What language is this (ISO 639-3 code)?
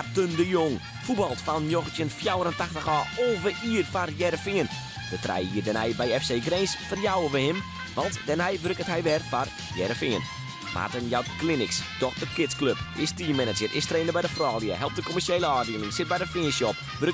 fry